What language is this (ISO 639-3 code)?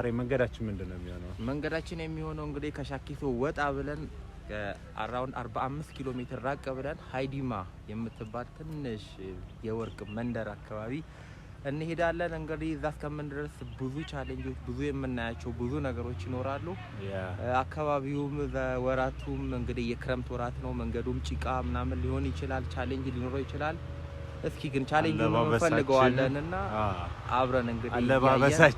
amh